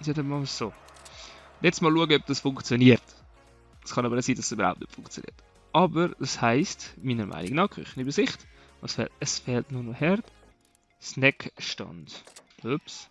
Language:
Swiss German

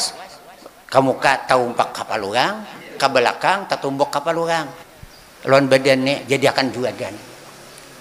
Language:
Banjar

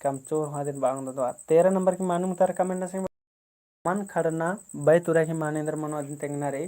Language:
Kurukh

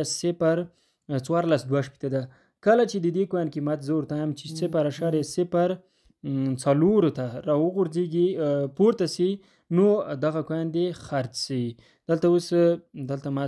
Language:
Pashto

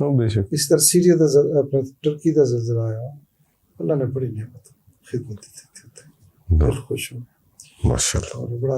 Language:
Western Panjabi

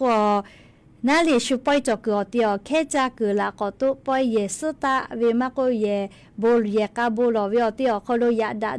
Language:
Lahu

